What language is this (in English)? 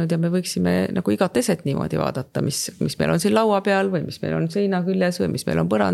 Estonian